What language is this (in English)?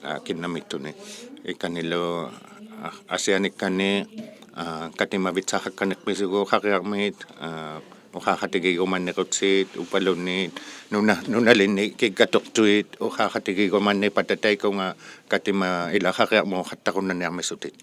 Inuktitut